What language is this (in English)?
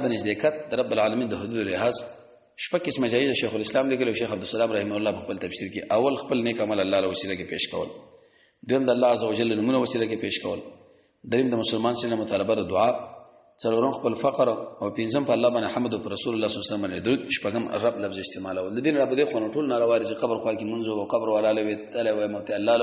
Pashto